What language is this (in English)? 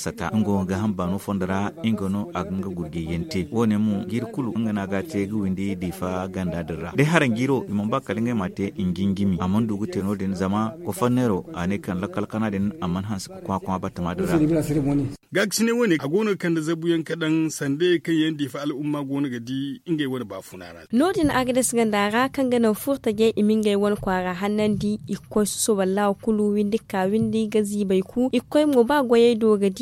Zarma